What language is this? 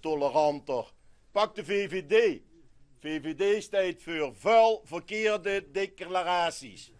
Limburgish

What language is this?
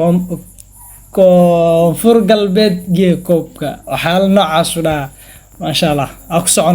Somali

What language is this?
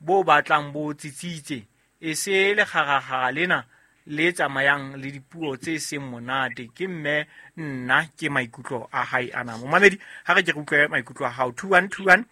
Southern Sotho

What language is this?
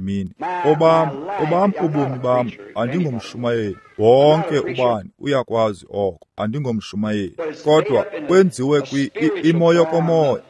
Xhosa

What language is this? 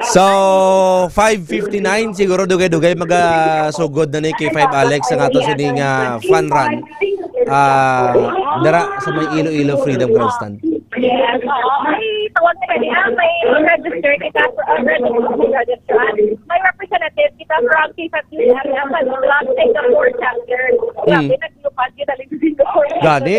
Hiligaynon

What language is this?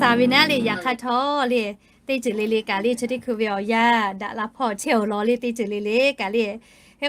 Lahu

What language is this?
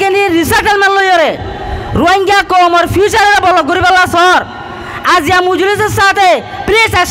Rohingya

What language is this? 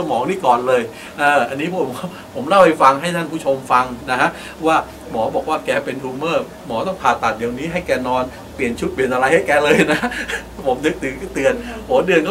Thai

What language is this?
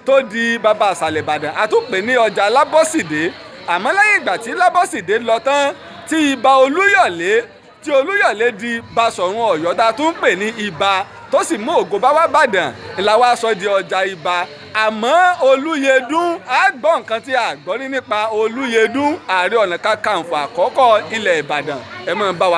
Yoruba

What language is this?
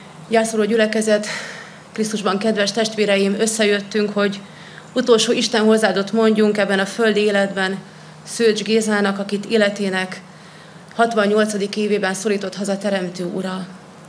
Hungarian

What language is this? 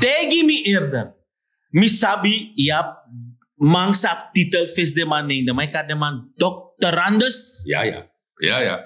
Sranan Tongo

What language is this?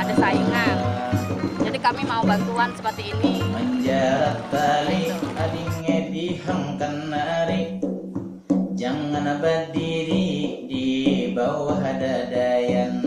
Banjar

